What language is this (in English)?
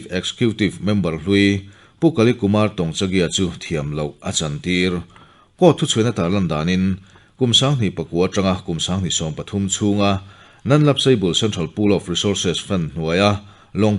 Mizo